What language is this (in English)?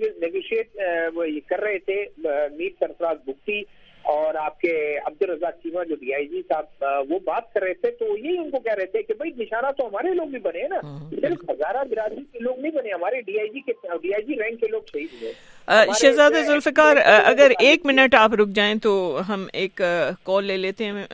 Urdu